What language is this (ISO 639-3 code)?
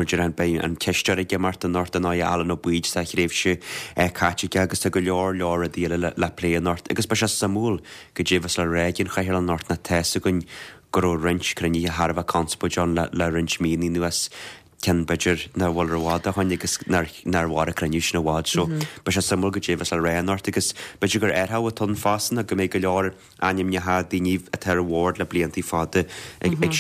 gle